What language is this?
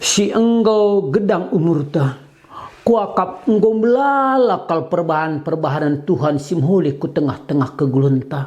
Batak Karo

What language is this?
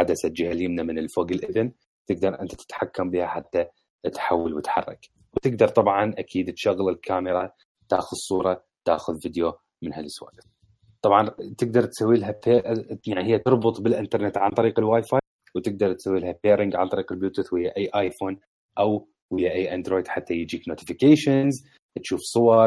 Mesopotamian Arabic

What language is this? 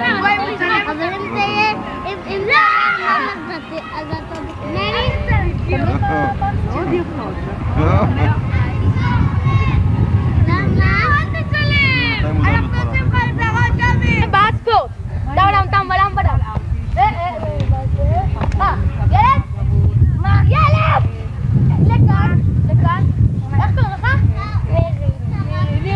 Hebrew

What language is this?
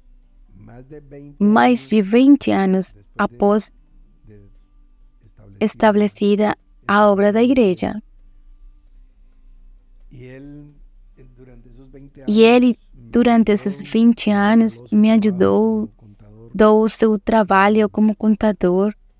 Portuguese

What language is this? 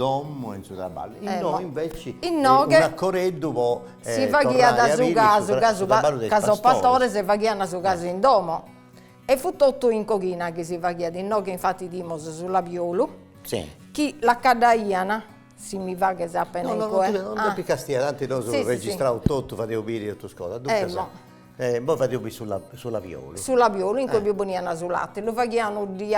Sardinian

